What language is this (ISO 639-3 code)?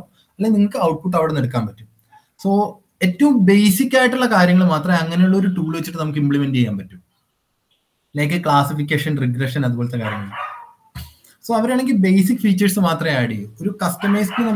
mal